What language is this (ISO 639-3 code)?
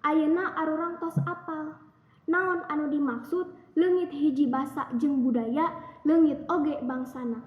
sun